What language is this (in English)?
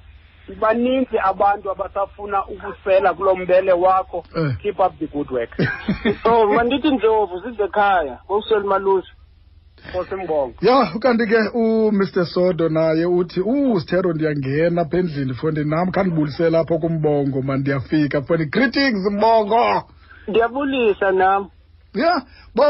Xhosa